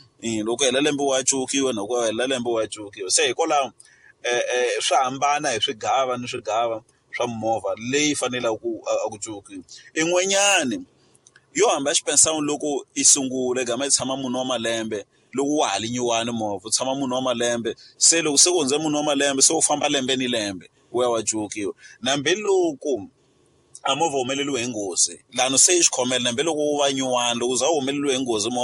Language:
Tsonga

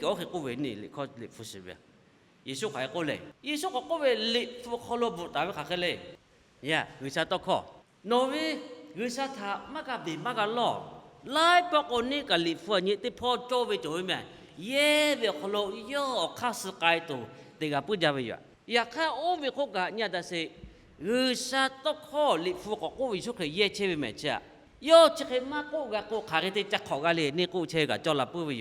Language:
Lahu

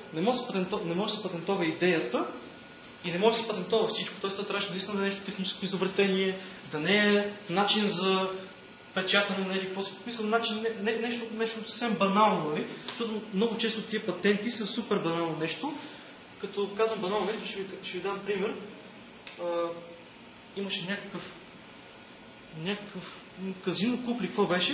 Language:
Bulgarian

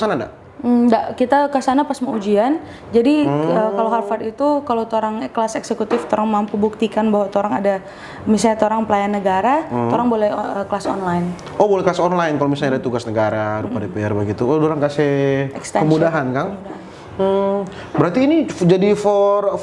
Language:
Manado Malay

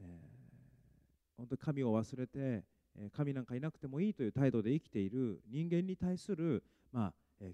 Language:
Japanese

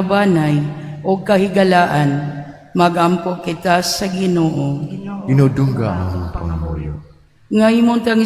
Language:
Cebuano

